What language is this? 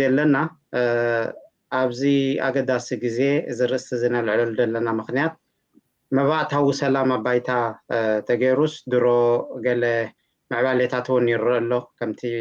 Tigrinya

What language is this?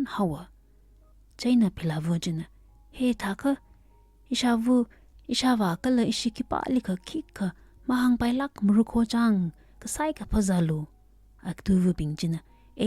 Tangkhul Naga (India)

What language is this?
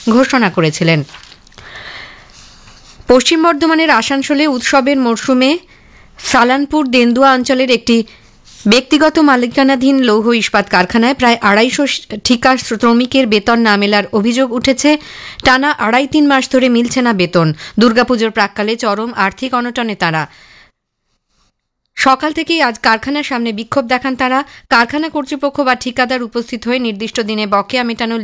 Bangla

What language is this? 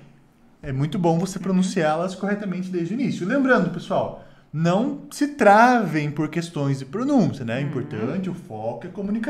Portuguese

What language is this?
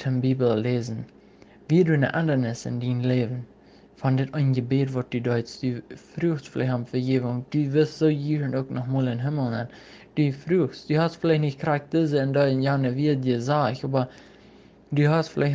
Plautdietsch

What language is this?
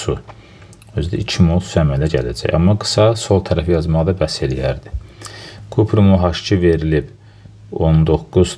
Azerbaijani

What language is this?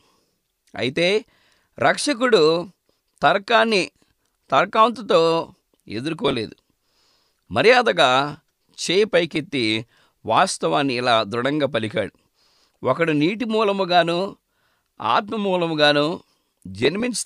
Telugu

